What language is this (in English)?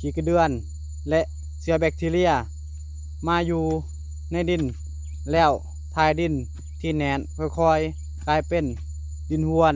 Lao